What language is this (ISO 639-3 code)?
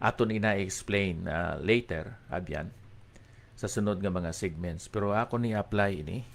hil